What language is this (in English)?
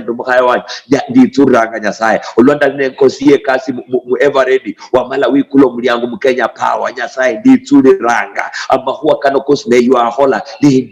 Luyia